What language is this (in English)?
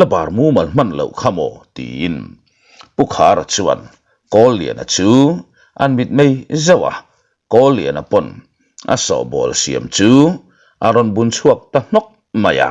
Mizo